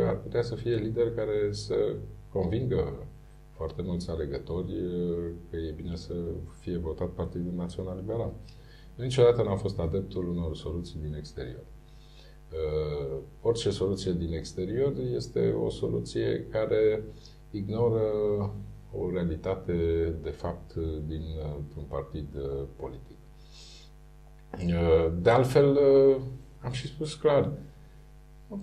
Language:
Romanian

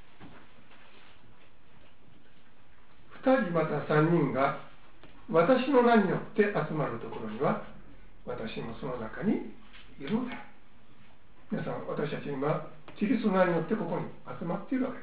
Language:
Japanese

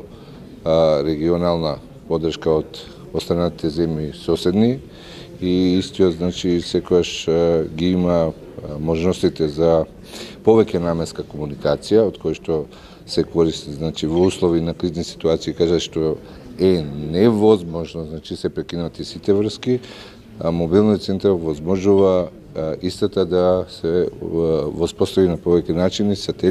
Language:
Macedonian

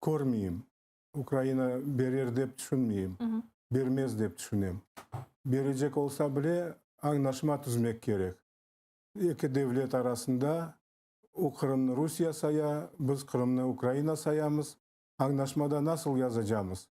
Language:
Crimean Tatar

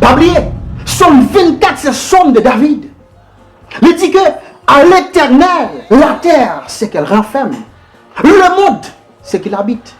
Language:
Haitian Creole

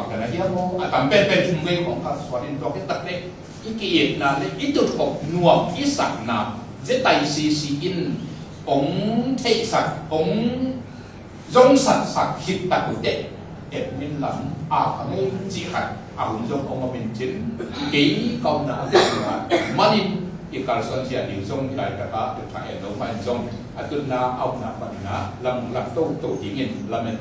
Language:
Tedim Chin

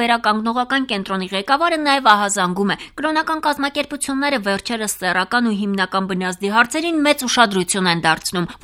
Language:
Armenian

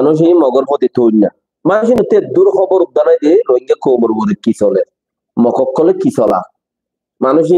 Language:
Rohingya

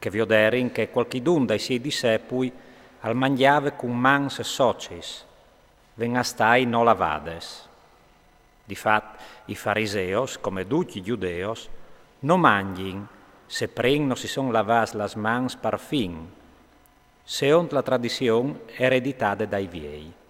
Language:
Friulian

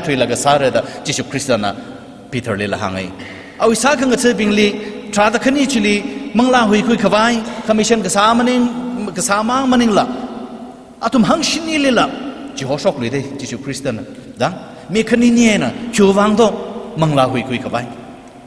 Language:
Tangkhul Naga (India)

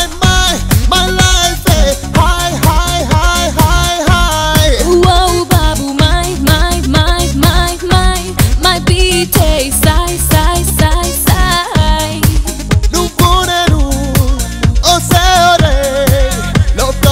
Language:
Telugu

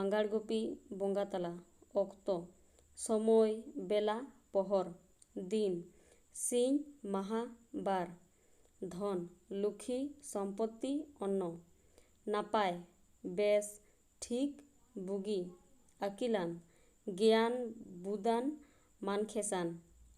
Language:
Santali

